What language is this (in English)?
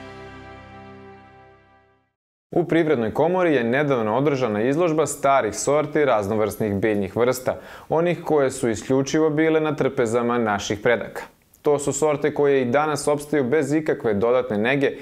Serbian